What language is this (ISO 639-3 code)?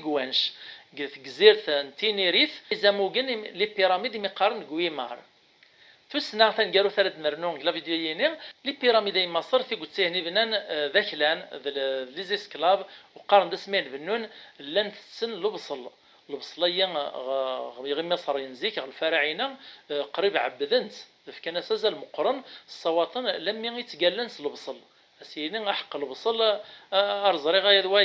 kab